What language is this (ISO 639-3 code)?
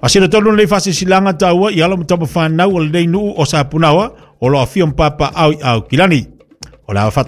smo